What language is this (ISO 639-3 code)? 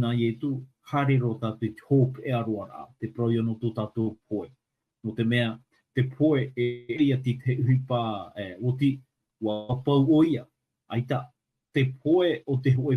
tah